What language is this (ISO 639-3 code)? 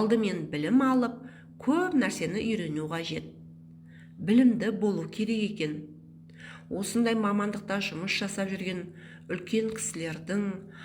kaz